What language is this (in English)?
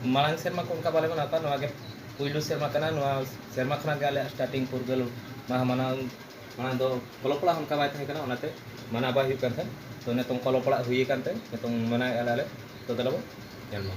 Santali